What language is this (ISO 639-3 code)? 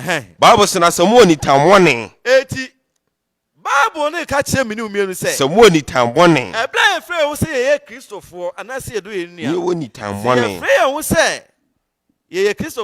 aka